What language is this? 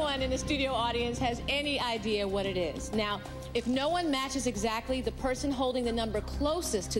English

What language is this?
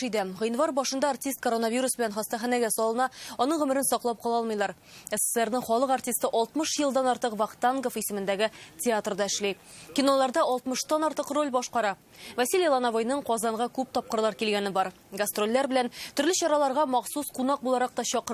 Tatar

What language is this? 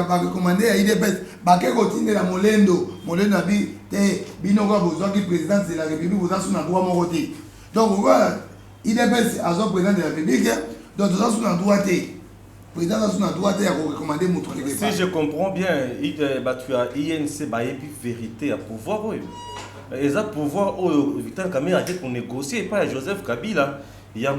Lingala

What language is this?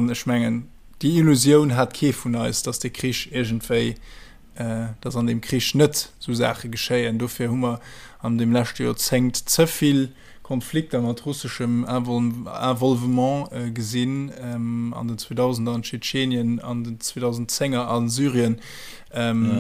Luxembourgish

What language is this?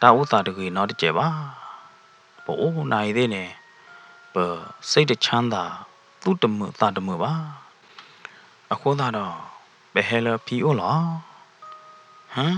S'gaw Karen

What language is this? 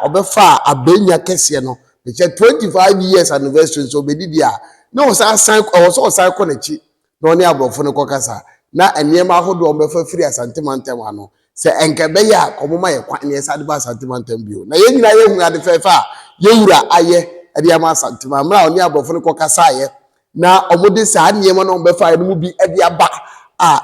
Akan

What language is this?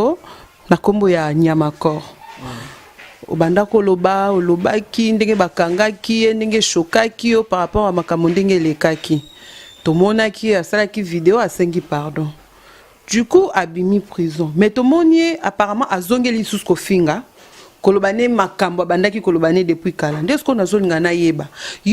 Lingala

